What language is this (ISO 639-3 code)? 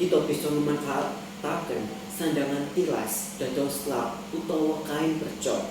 jav